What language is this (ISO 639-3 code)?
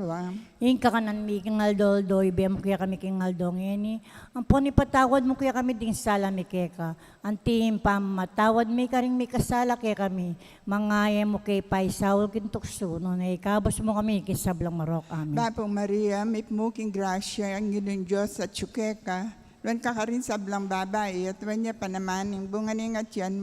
pam